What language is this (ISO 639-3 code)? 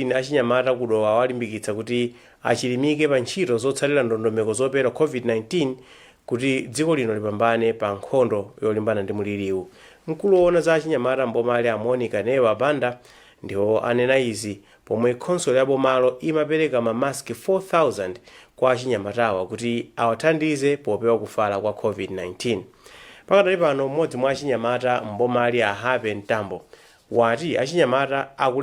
nya